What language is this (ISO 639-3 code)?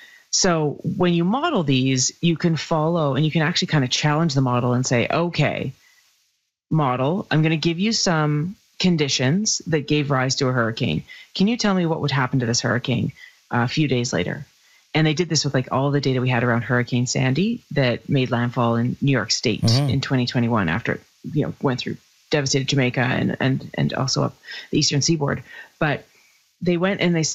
eng